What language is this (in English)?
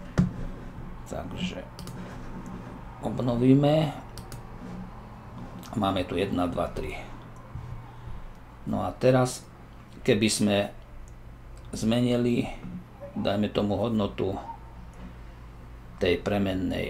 Slovak